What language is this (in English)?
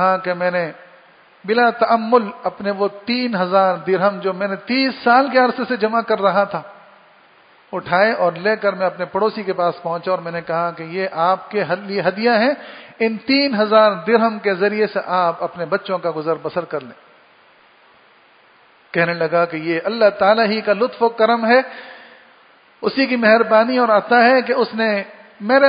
Urdu